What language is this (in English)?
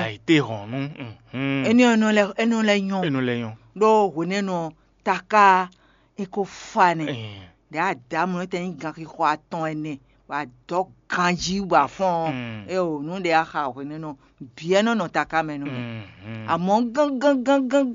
Fon